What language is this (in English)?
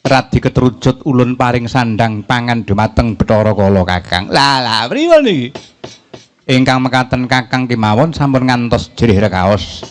Javanese